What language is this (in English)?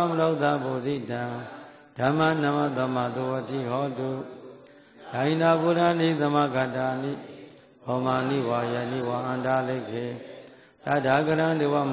Burmese